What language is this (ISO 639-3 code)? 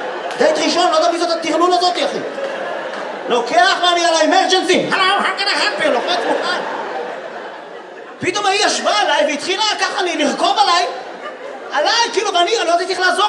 heb